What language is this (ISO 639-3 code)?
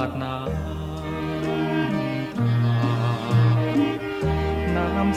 tha